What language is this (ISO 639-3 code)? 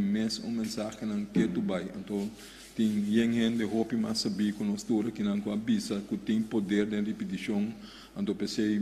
pap